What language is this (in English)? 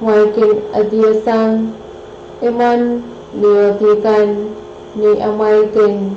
Pohnpeian